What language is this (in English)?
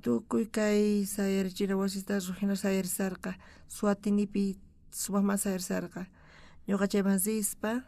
South Bolivian Quechua